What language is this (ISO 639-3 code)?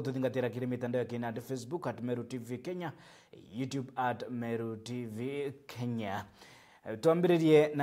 mer